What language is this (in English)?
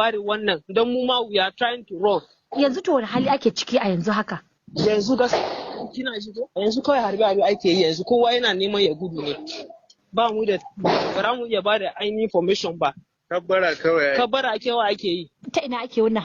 Hausa